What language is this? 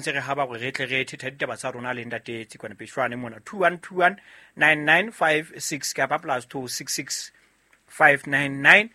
Southern Sotho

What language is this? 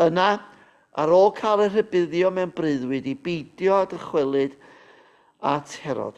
Welsh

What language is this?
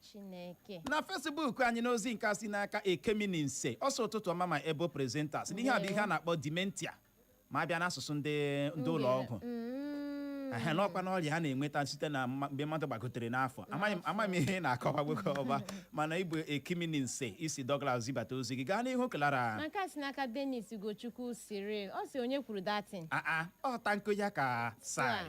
Igbo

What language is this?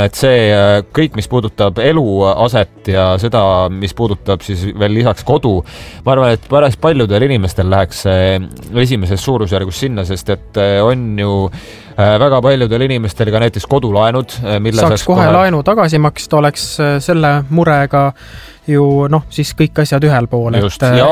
Estonian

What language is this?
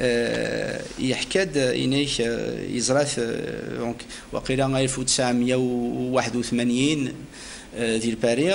Kabyle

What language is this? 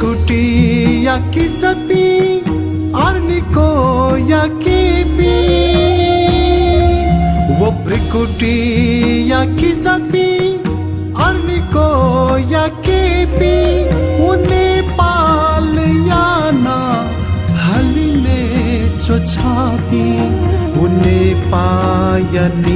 Newari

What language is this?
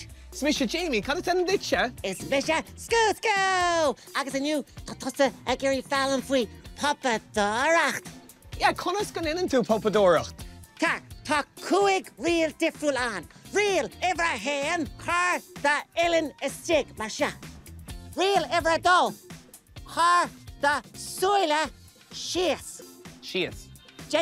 Irish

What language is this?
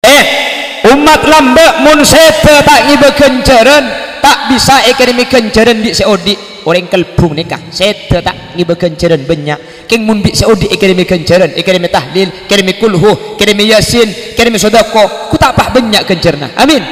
Madurese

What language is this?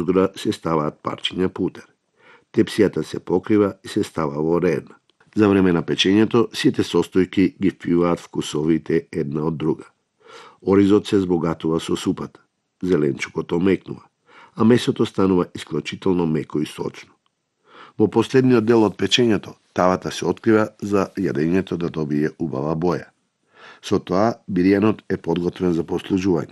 Macedonian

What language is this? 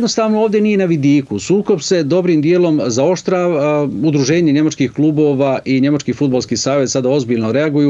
Bosnian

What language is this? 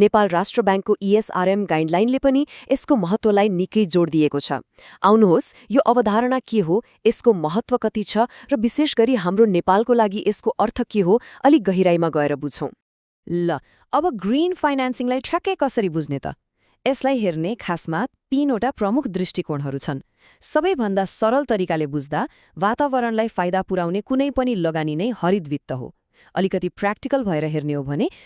Nepali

